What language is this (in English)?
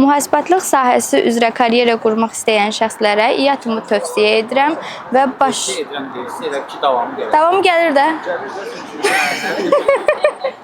Azerbaijani